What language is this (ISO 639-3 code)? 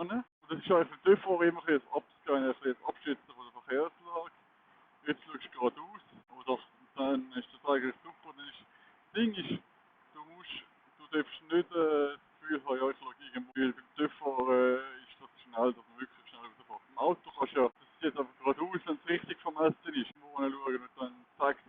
gsw